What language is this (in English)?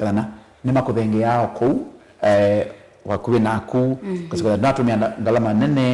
Kamba